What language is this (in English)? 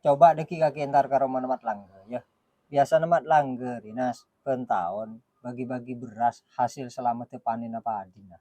Madurese